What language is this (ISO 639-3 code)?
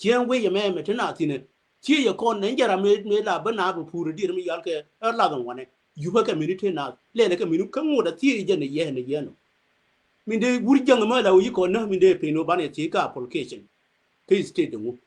nus